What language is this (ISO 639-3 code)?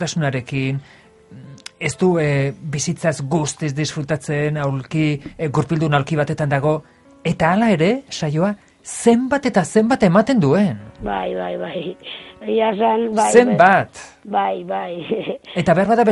eus